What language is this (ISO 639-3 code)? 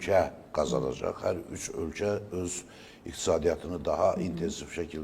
aze